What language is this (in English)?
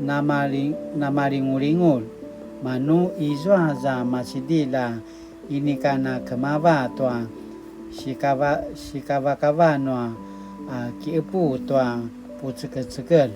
Paiwan